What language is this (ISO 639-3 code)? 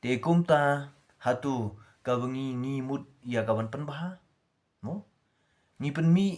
kha